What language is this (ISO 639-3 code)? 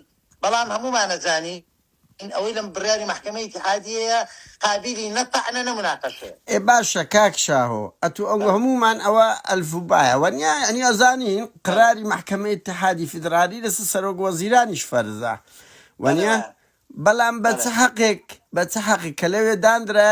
ckb